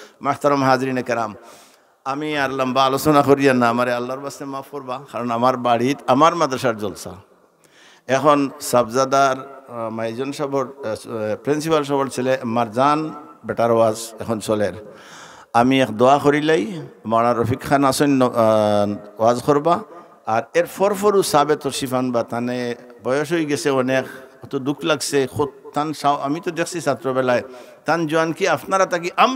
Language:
Sylheti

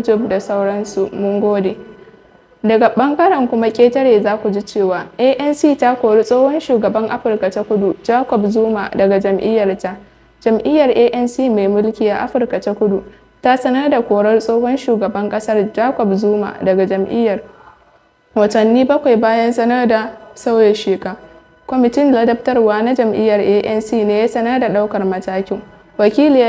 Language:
Hausa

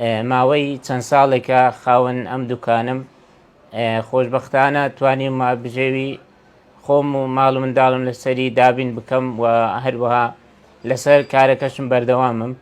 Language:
Central Kurdish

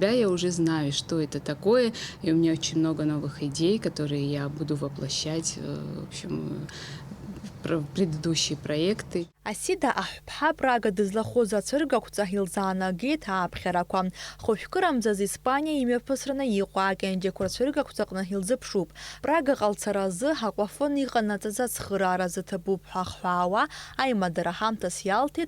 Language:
Abkhazian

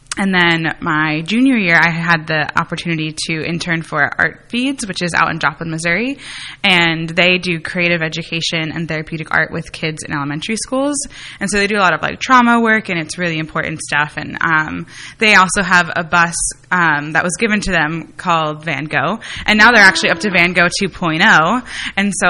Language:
English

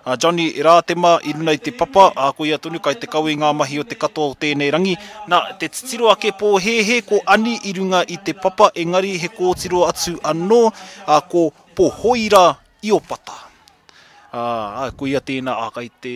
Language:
Māori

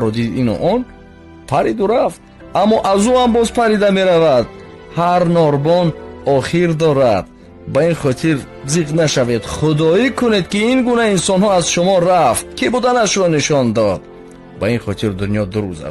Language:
Tajik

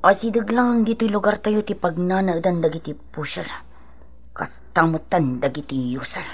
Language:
Iloko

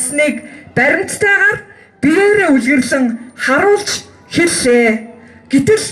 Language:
Mongolian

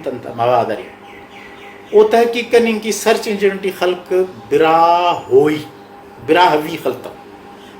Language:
Brahui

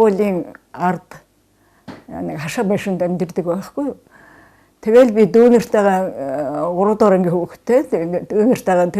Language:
Mongolian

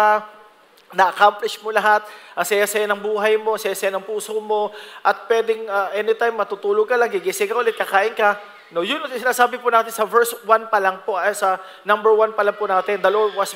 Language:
Filipino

